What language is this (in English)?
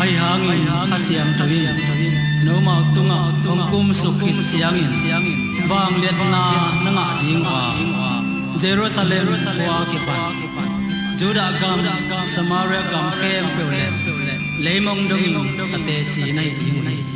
Tedim Chin